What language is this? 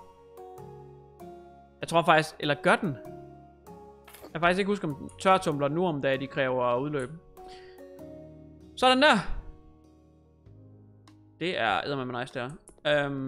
Danish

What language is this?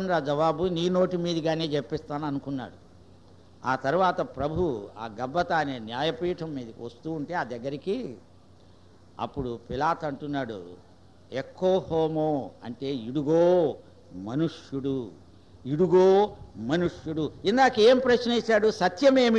Telugu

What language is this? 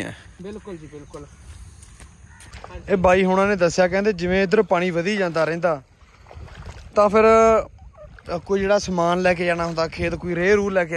Punjabi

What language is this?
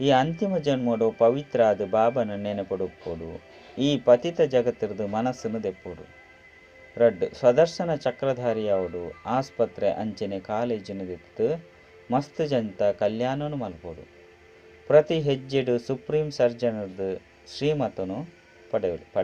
Tulu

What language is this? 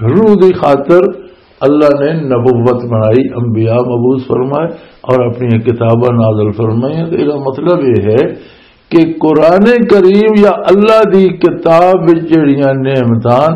Western Panjabi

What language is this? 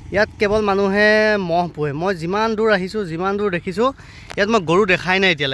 Assamese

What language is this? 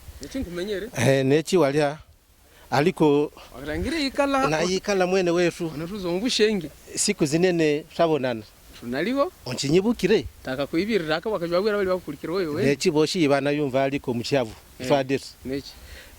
Havu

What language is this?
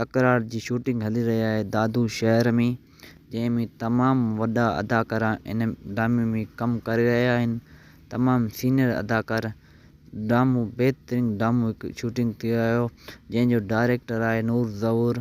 Sindhi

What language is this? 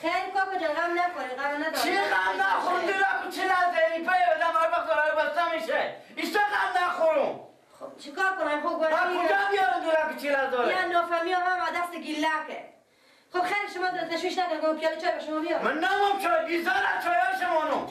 Persian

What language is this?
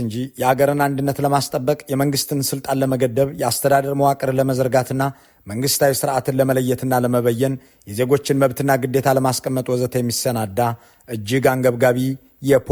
Amharic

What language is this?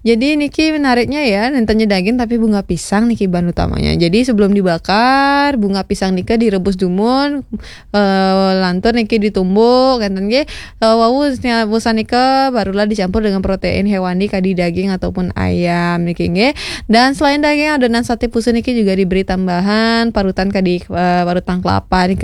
Balinese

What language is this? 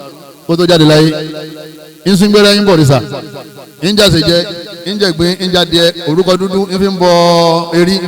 Yoruba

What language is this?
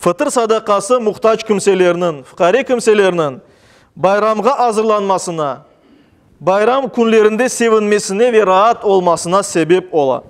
Crimean Tatar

